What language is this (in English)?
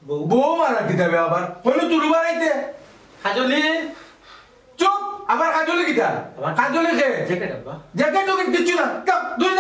Sylheti